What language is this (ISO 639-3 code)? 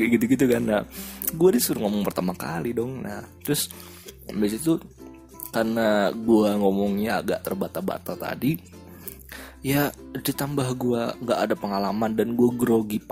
ind